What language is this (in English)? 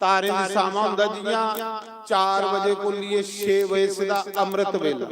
Dogri